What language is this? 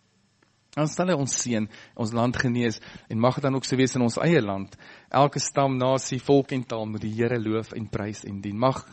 Afrikaans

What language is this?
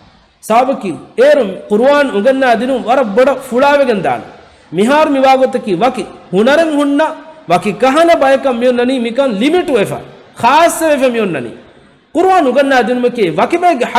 Divehi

